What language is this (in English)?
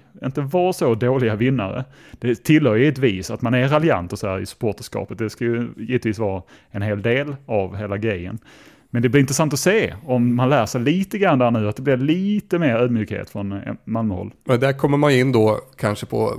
Swedish